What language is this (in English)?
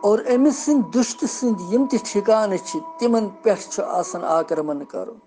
Kashmiri